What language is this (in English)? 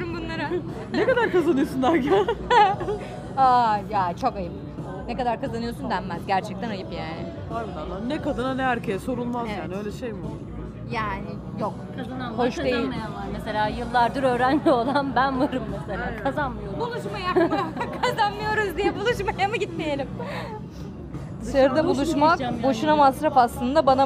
Turkish